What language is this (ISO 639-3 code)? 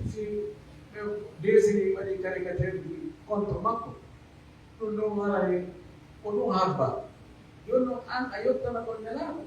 fuf